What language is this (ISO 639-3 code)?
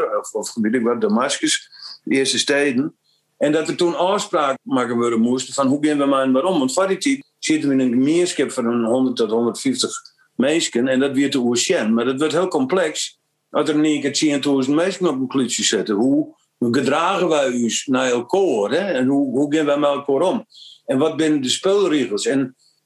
fry